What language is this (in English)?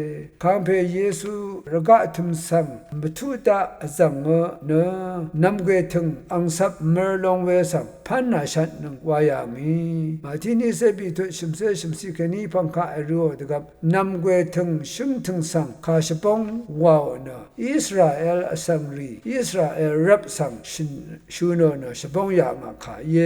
Rawang